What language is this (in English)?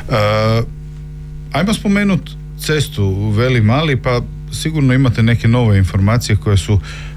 Croatian